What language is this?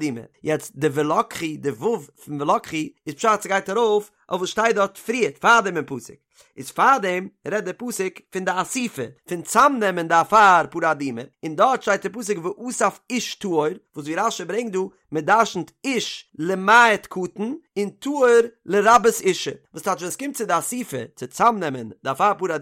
Yiddish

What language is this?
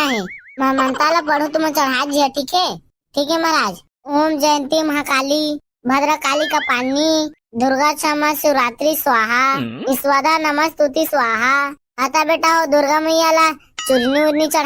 Chhattisgarhi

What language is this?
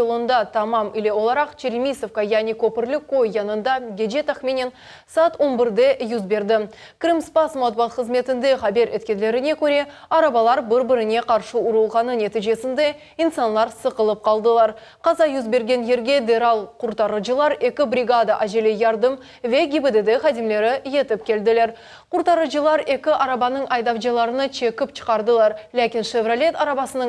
Crimean Tatar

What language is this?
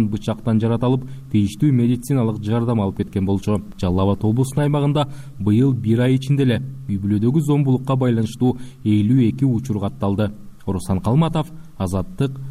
Kyrgyz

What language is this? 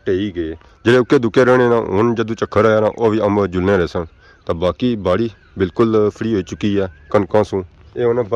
Pahari-Potwari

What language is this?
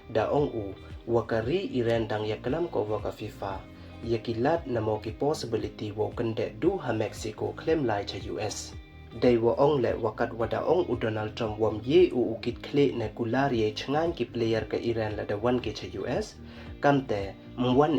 Pnar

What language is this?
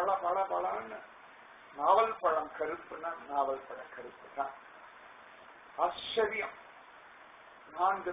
Tamil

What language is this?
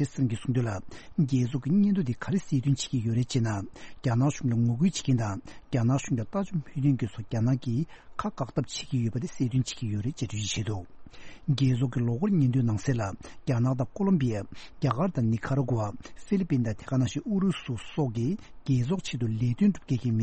Tibetan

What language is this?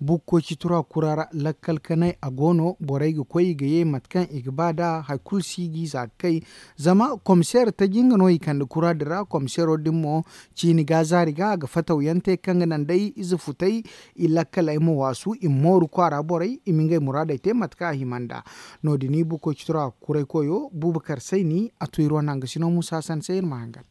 Zarma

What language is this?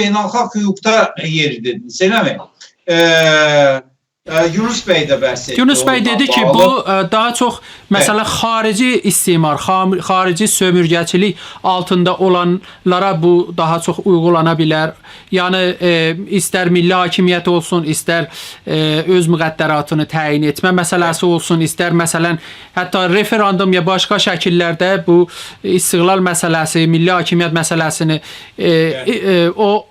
South Azerbaijani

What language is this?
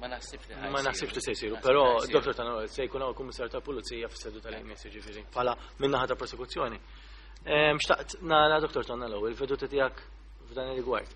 Maltese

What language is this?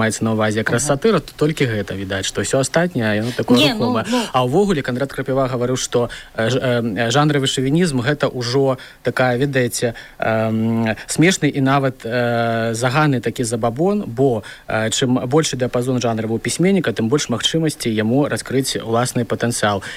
Belarusian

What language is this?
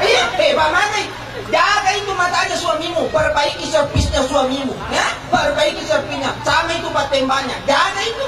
Buginese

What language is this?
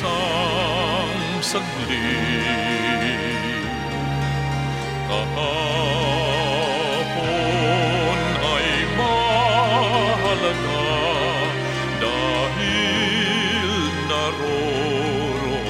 Filipino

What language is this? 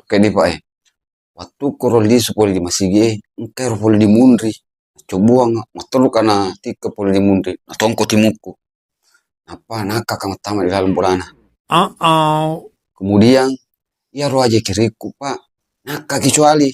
Buginese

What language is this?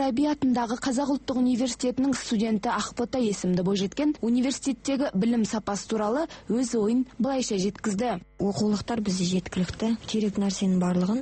Kazakh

